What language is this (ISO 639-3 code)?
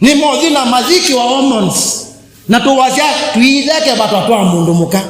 kam